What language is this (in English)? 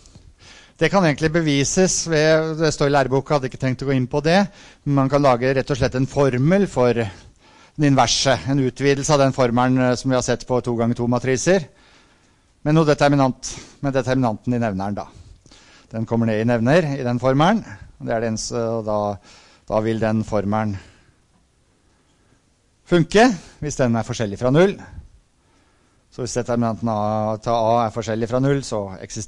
Norwegian